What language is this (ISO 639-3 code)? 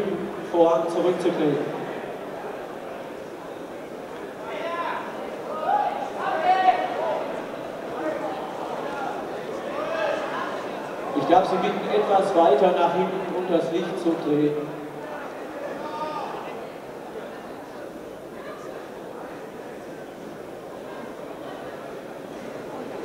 deu